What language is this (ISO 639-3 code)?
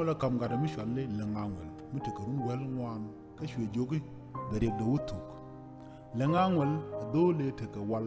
nus